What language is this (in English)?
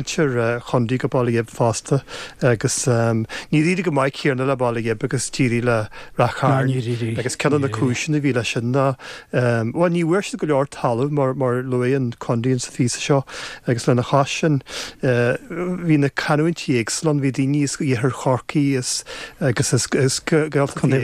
Irish